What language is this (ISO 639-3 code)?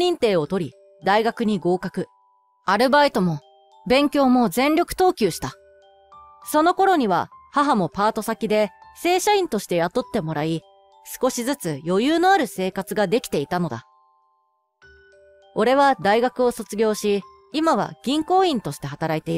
jpn